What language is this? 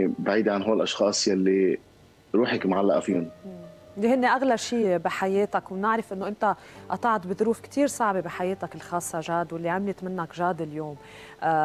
North Levantine Arabic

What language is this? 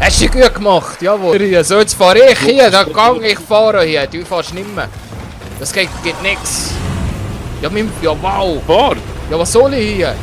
Swiss German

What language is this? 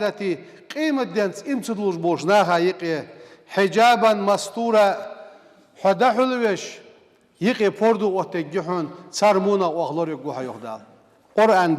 Ingush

